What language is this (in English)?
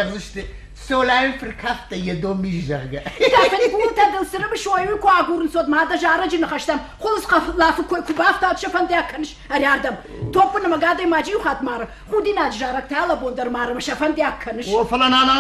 Ossetic